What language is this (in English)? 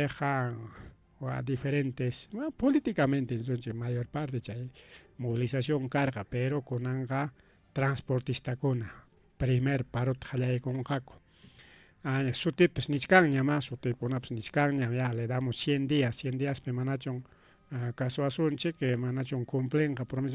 Ayacucho Quechua